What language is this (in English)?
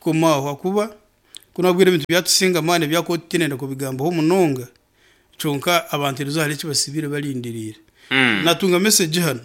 Nyankole